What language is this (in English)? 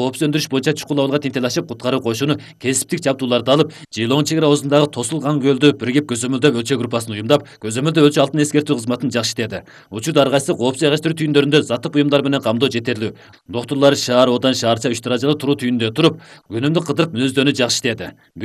Kyrgyz